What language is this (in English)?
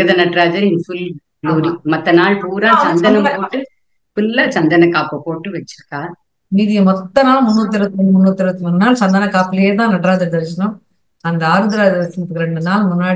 Tamil